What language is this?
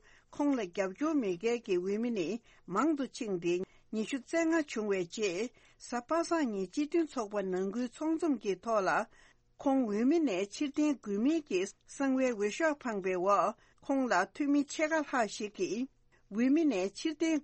Tibetan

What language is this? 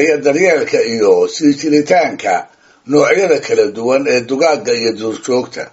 Somali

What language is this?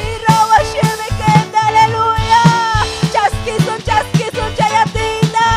Ayacucho Quechua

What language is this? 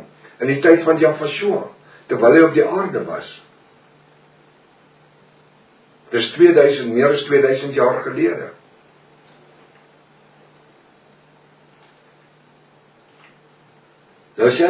Afrikaans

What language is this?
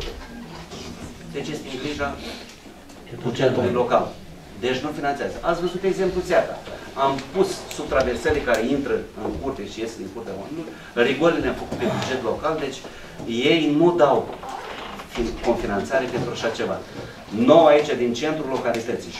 Romanian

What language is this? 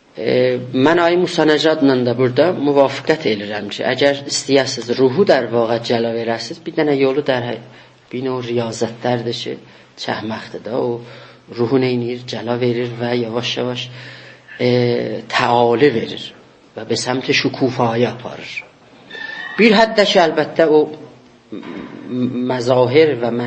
South Azerbaijani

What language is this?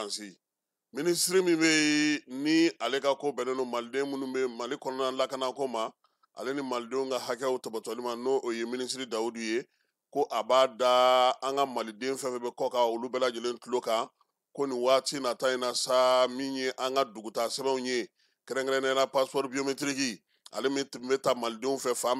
Bambara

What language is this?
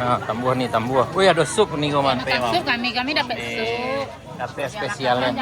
Minangkabau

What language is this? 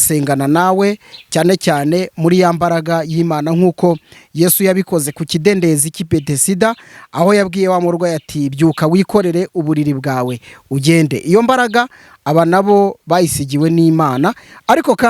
Kinyarwanda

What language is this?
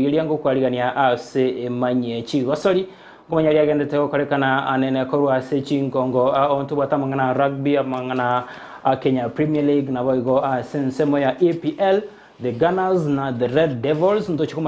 Gusii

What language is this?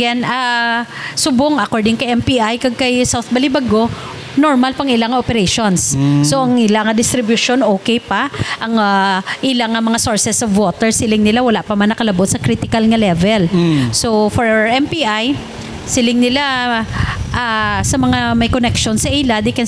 Hiligaynon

